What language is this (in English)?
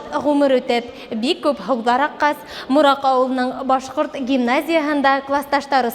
Bashkir